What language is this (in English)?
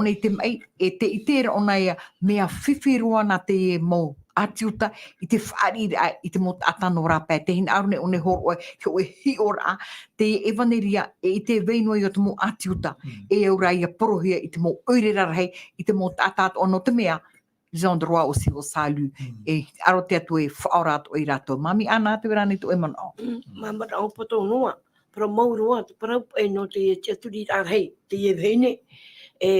Tahitian